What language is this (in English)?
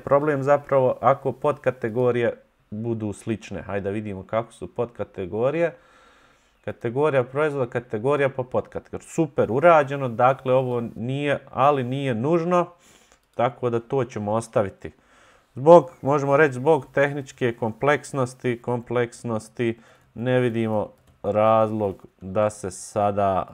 Bosnian